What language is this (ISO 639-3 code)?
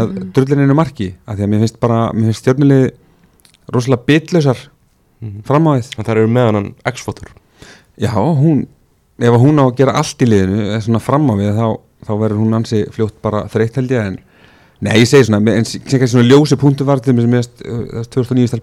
isl